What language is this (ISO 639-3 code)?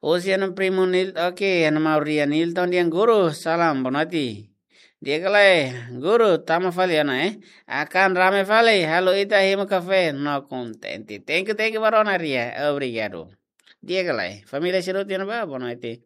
tet